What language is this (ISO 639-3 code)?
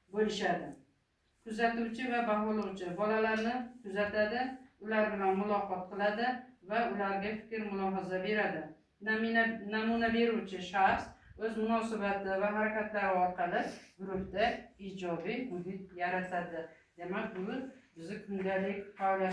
uzb